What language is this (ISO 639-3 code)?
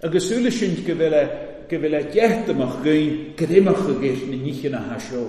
cym